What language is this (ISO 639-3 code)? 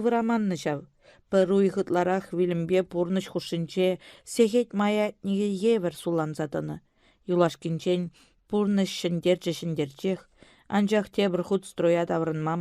chv